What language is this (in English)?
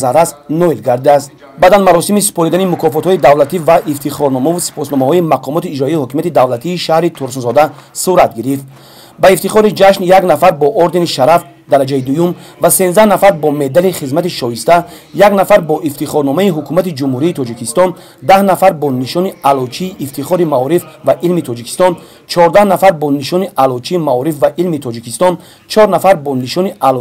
Tajik